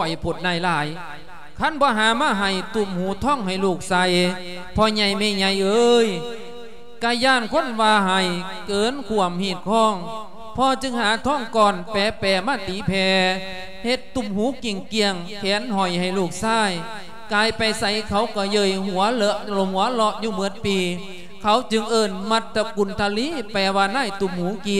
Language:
Lao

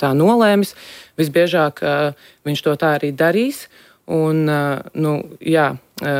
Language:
Latvian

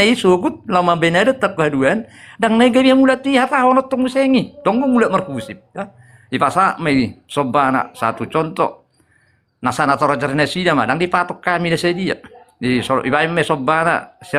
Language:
Batak Toba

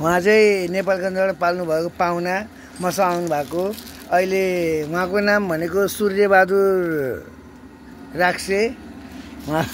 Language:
Nepali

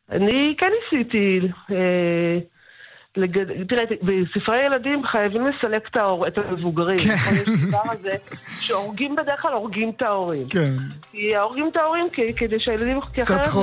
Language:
Hebrew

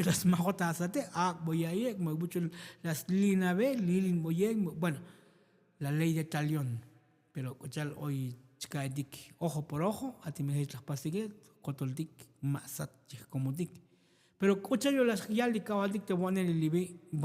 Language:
Tzotzil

